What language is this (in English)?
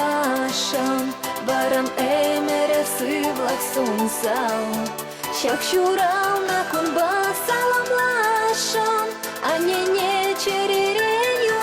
Chuvash